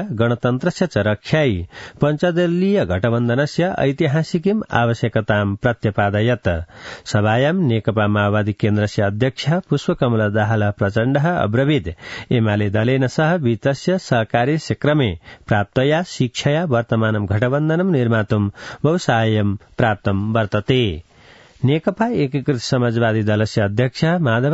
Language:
Sanskrit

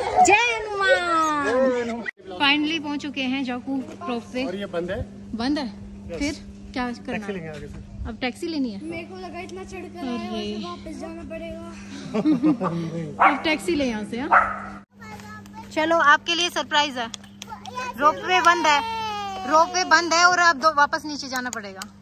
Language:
Hindi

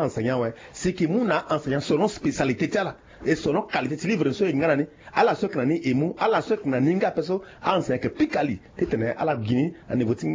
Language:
Sango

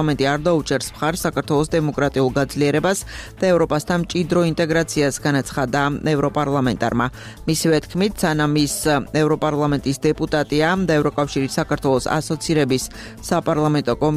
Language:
Georgian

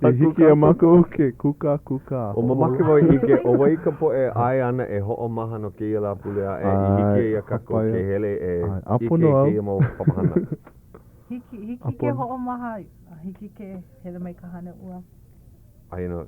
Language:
Hawaiian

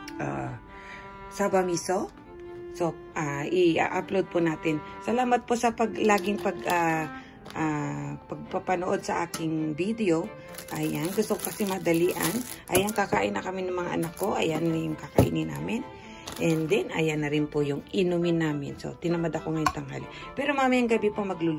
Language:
Filipino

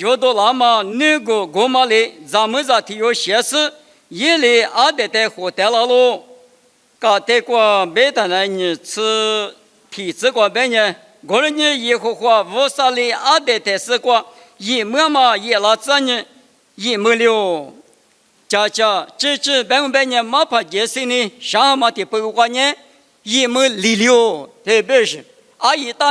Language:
Lisu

